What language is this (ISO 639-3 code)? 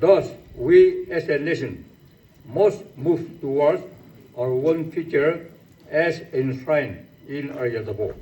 nri